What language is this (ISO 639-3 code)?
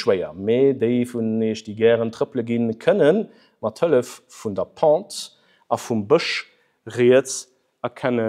ltz